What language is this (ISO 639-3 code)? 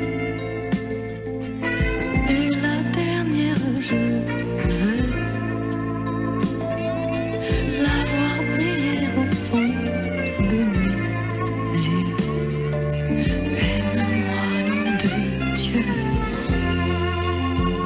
fra